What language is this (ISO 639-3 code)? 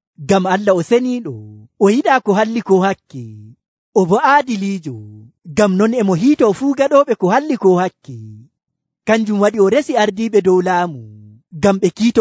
fuv